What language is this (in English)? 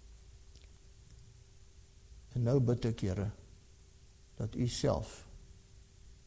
Afrikaans